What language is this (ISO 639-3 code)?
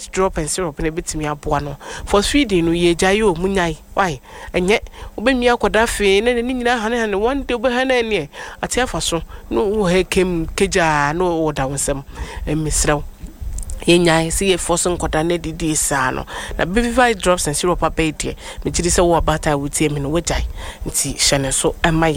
aka